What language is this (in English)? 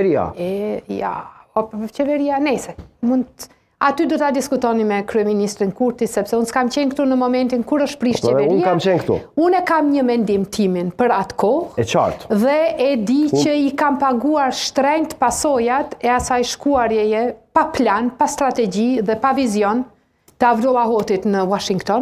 Albanian